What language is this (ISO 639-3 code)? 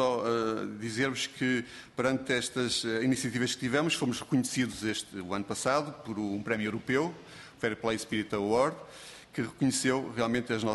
por